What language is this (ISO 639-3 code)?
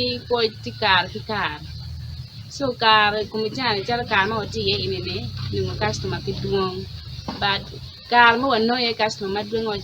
ach